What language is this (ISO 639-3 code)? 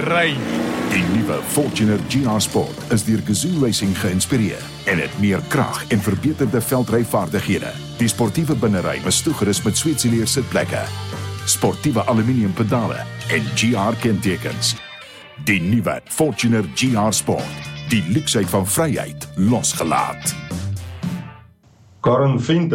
afr